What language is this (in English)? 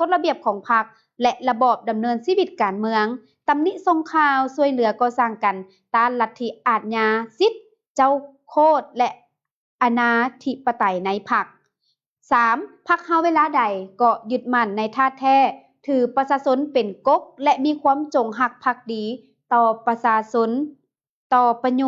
Lao